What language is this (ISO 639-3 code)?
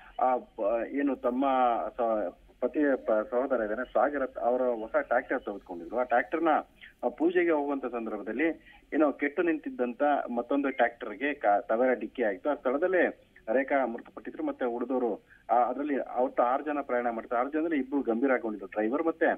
kan